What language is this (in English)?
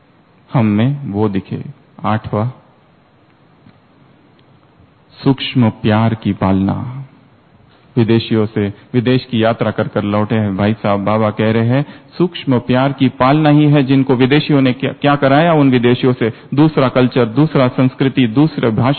Hindi